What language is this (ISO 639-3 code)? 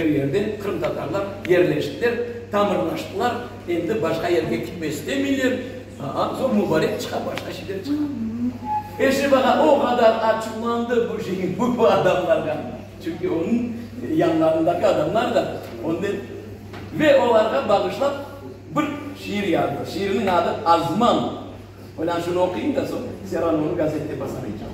crh